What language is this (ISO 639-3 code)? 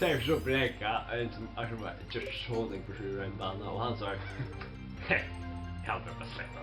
fao